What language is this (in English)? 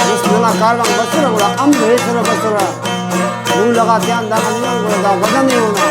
Brahui